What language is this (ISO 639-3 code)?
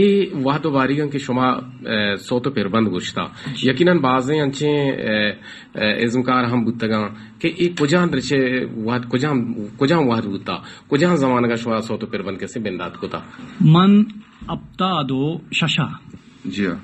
bal